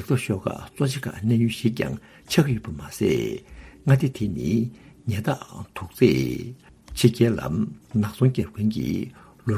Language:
Tibetan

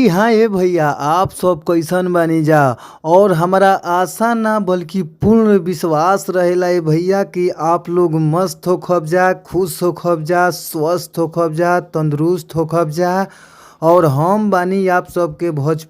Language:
Bhojpuri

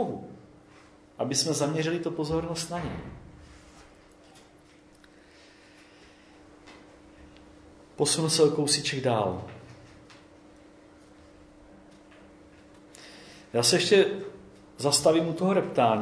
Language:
Czech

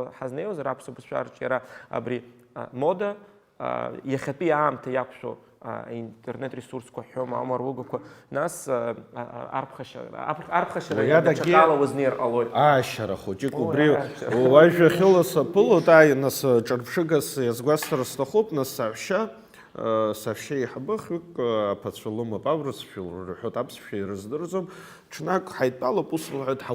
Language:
Abkhazian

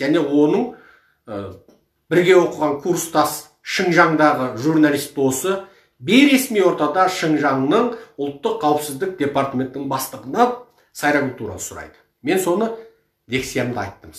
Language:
Kazakh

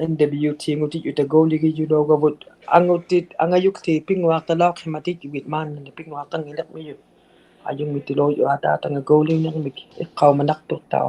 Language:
Inuktitut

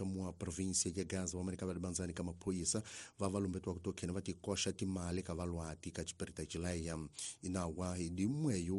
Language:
Tsonga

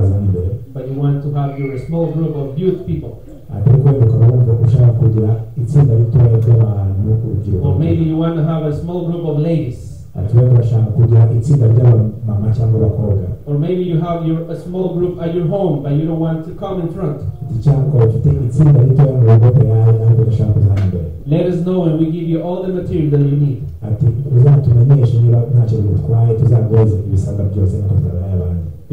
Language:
Kinyarwanda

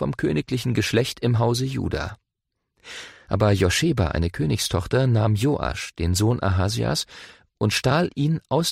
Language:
German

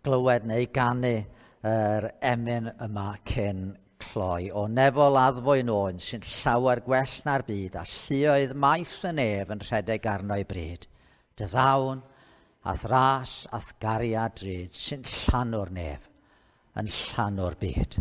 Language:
Welsh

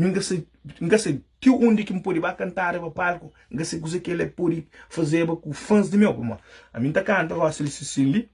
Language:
Kabuverdianu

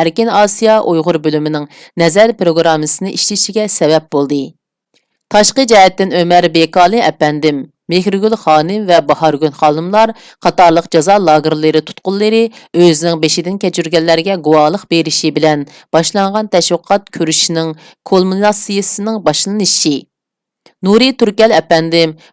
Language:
Uyghur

